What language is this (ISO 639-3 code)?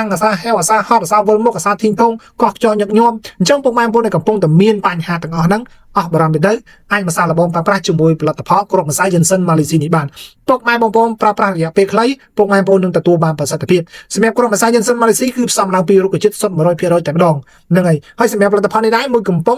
khm